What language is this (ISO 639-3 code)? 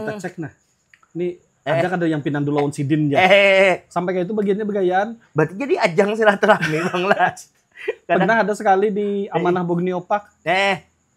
bjn